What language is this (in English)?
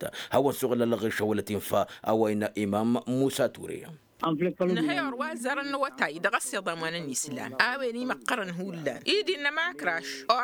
Tamasheq